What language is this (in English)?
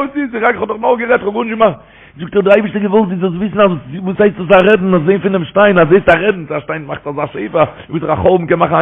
Yiddish